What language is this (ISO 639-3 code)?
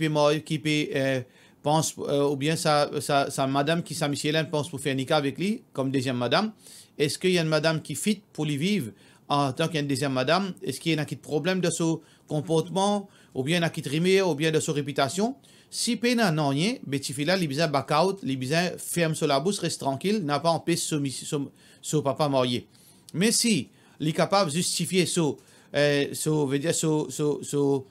mfe